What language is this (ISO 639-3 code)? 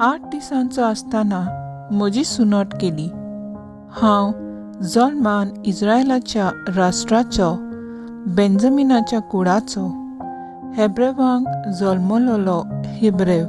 kok